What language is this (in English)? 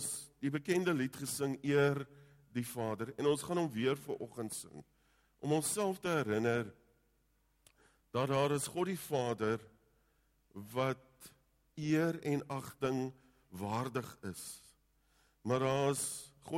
Afrikaans